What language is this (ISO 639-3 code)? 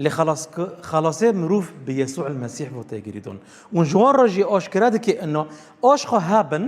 kur